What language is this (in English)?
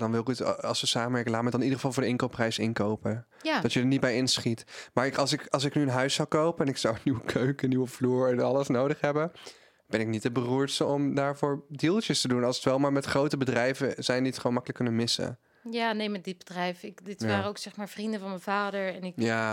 Dutch